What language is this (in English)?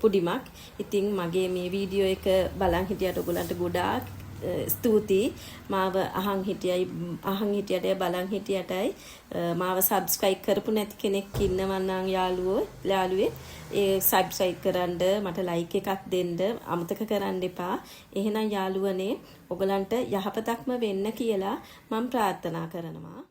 Sinhala